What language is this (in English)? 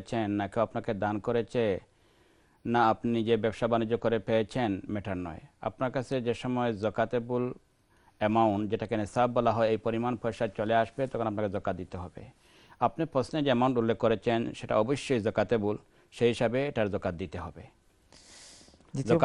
Bangla